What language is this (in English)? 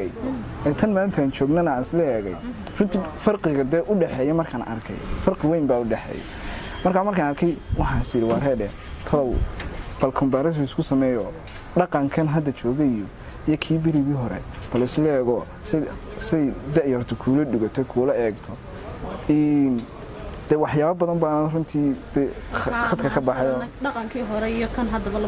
Somali